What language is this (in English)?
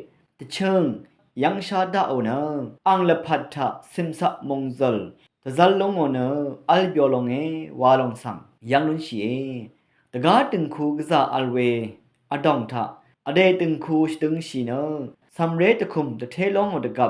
Rawang